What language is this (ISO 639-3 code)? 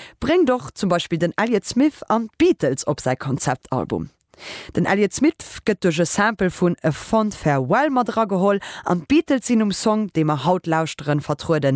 ltz